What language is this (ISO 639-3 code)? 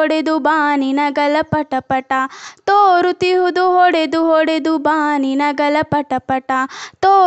kan